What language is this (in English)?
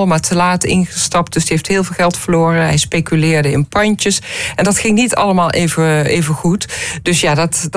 Dutch